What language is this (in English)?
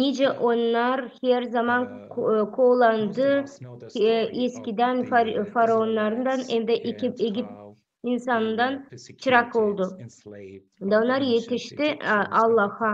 Gagauz